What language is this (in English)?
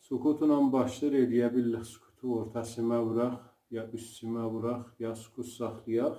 South Azerbaijani